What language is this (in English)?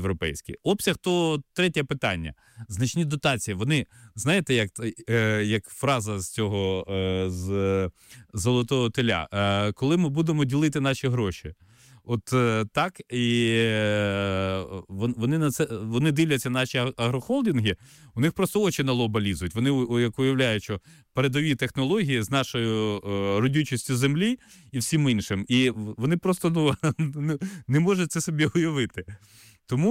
Ukrainian